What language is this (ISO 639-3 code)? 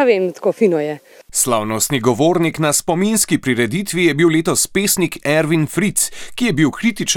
slv